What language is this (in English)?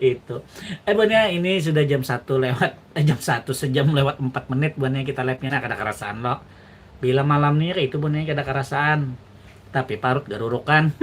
Banjar